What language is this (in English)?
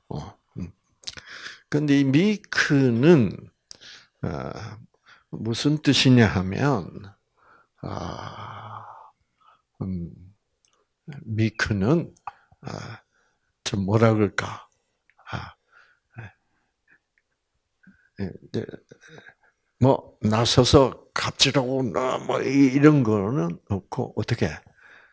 Korean